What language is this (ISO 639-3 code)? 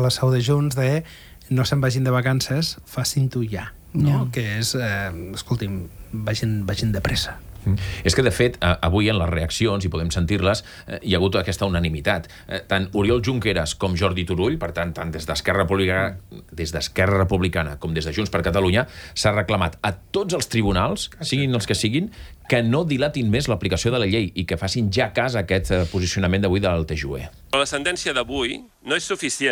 cat